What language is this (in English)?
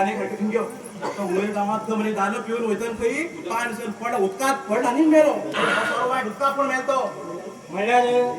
Konkani